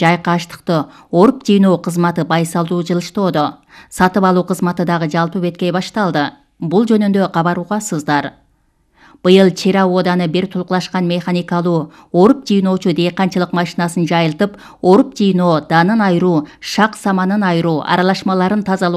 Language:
Kyrgyz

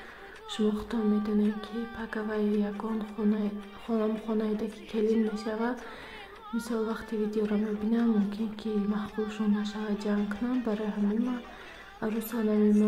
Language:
Tajik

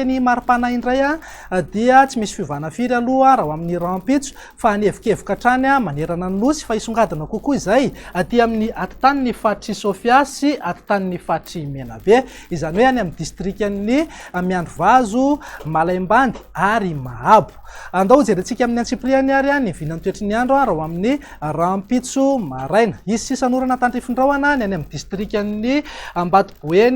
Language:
Malagasy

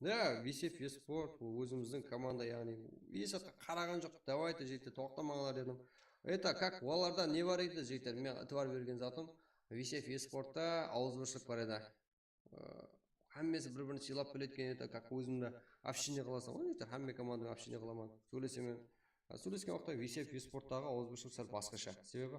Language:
Kara-Kalpak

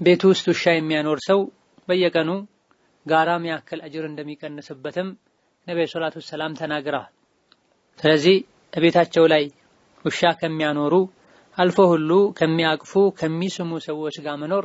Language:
Amharic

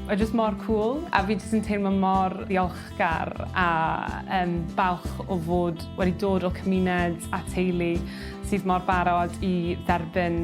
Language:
Welsh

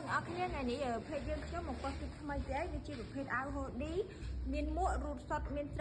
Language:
Khmer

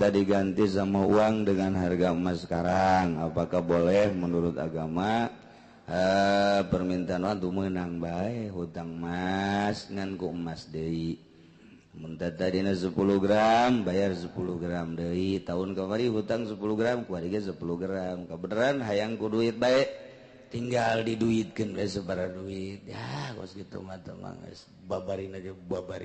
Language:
Sundanese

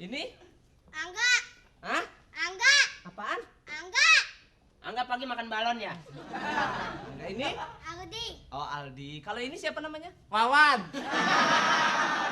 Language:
Betawi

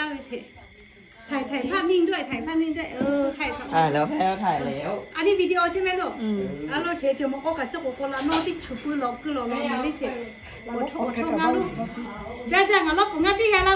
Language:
Lahu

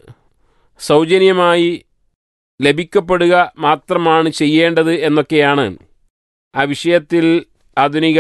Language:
Malayalam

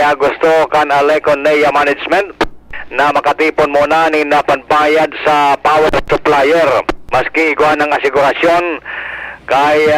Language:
Bikol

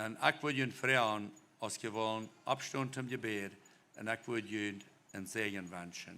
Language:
Plautdietsch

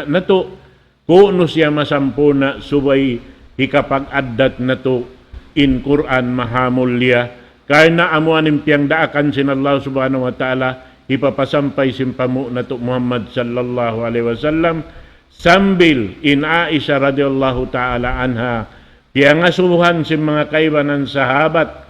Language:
Tausug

